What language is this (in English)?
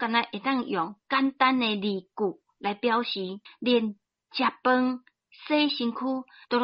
Min Nan Chinese